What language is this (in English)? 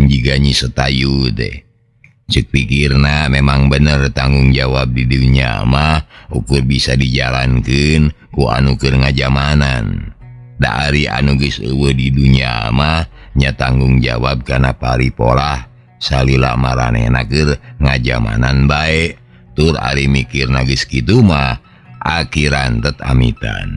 Sundanese